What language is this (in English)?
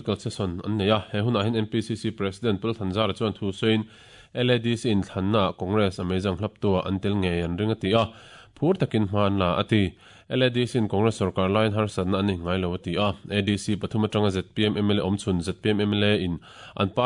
Mizo